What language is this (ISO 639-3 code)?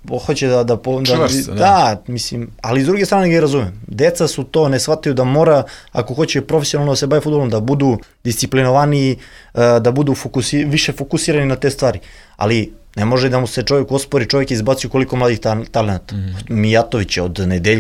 srp